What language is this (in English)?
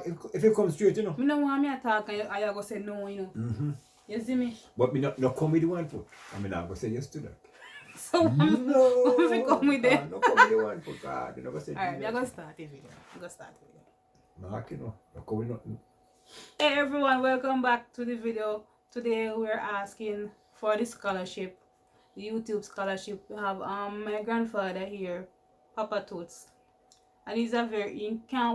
Jamaican Creole English